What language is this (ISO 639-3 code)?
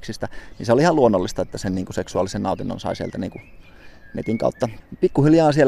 fin